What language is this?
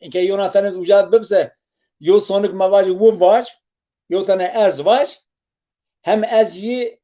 Zaza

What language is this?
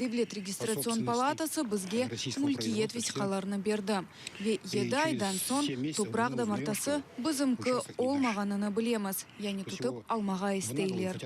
Crimean Tatar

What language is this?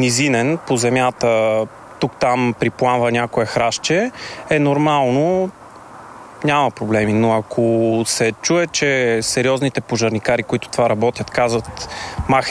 Bulgarian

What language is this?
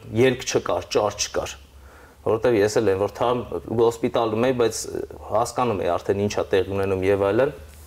Armenian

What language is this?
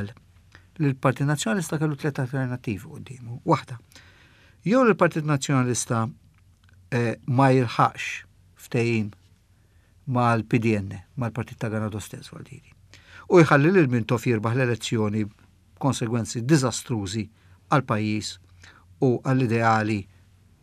Maltese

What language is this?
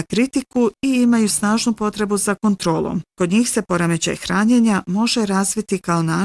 Bosnian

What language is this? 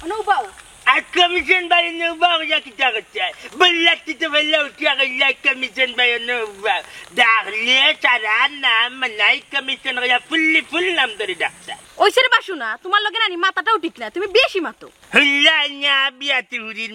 Sylheti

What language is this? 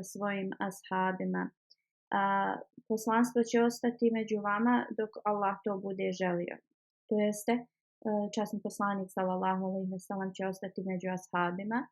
Bosnian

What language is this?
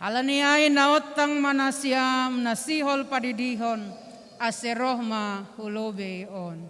Batak Simalungun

